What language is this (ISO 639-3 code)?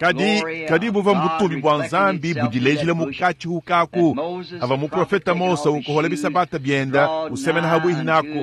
lua